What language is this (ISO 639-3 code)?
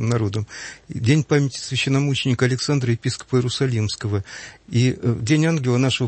rus